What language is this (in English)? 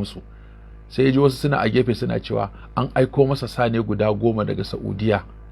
Hausa